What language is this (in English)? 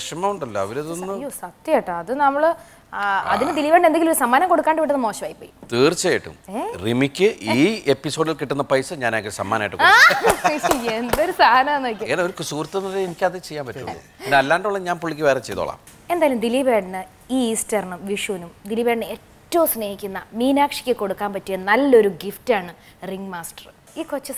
Malayalam